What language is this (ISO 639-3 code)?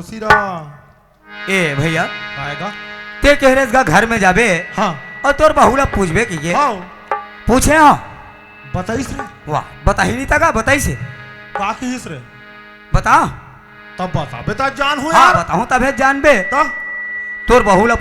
hne